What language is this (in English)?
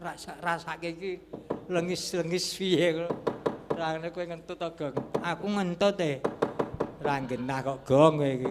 Javanese